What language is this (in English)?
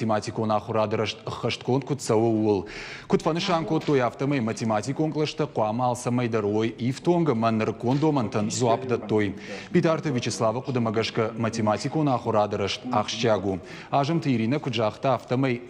Ossetic